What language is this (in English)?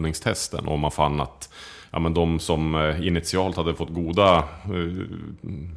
Swedish